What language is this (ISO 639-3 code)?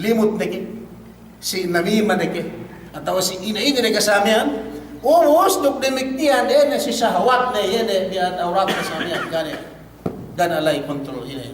yka